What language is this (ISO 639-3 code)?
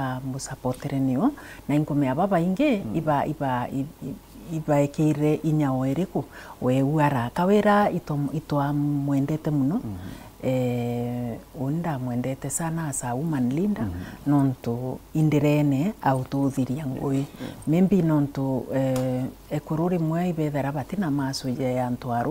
mer